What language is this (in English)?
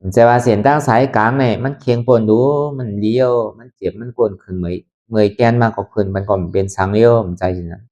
Lü